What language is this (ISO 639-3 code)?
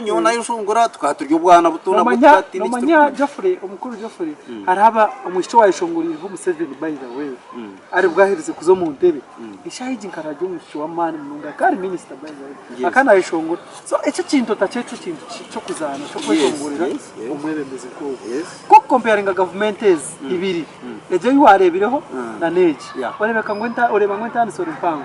nyn